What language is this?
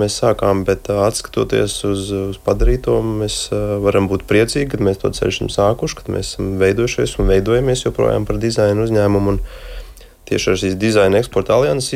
Latvian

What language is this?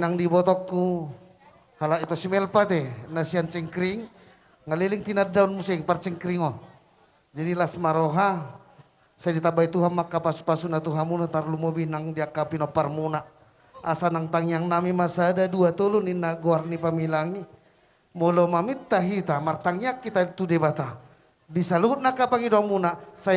Batak Toba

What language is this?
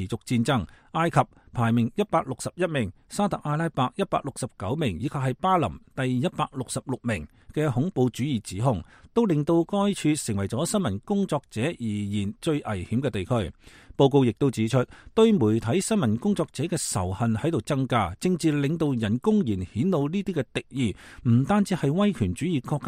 Cantonese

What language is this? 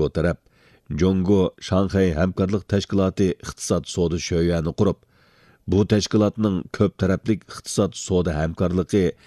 Uyghur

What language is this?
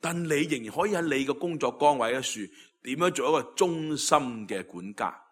Cantonese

